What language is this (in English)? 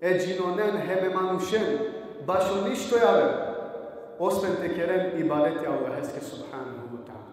Balkan Romani